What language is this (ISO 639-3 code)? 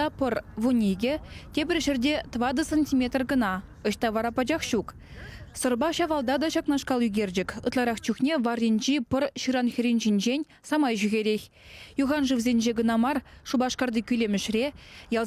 chv